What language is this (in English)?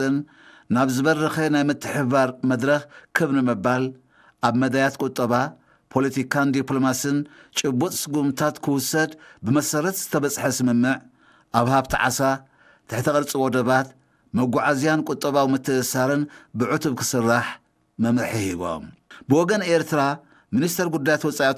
Tigrinya